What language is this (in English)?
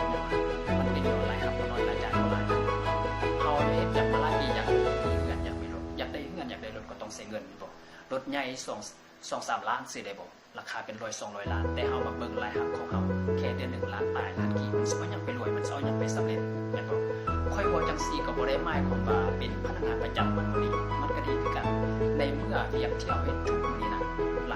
Lao